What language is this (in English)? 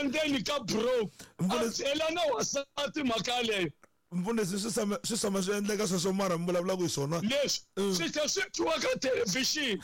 Tsonga